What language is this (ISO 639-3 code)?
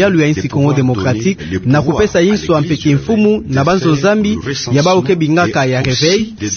ktu